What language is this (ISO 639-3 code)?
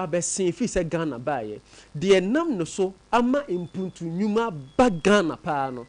aka